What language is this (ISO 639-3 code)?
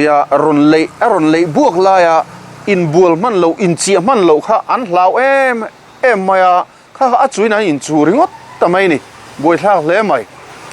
lus